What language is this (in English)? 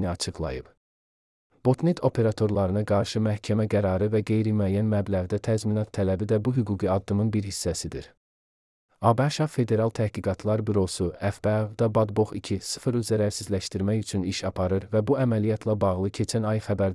Azerbaijani